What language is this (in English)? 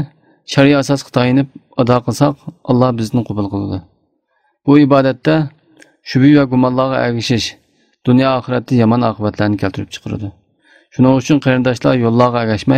Uyghur